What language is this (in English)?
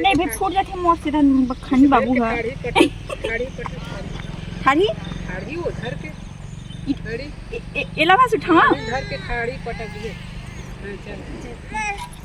Chhattisgarhi